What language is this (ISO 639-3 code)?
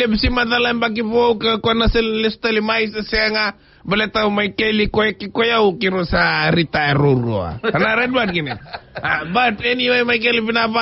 fij